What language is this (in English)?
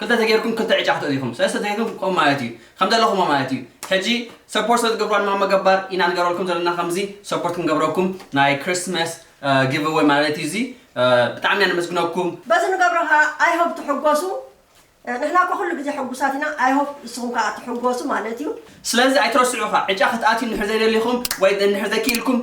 Tigrinya